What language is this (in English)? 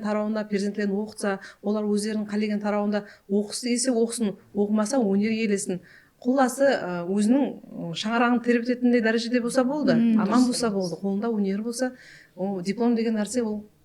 Kara-Kalpak